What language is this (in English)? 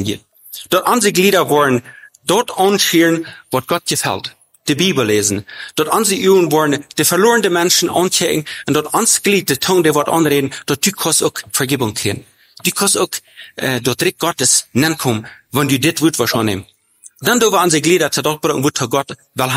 German